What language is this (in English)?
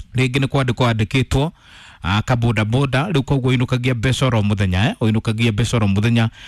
Kikuyu